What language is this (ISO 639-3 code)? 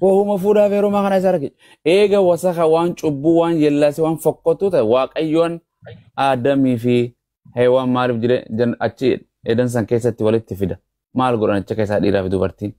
orm